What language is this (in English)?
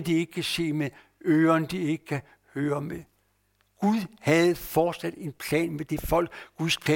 Danish